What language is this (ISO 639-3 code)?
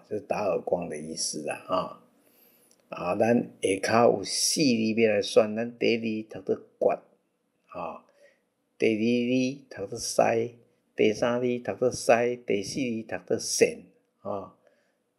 nan